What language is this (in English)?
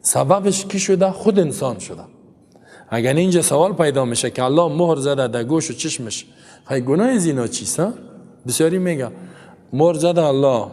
Persian